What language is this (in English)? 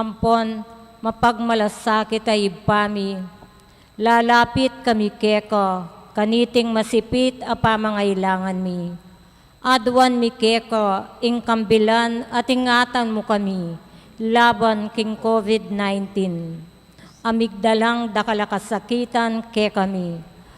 Pampanga